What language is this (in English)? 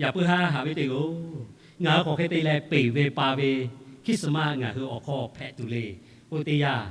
Lahu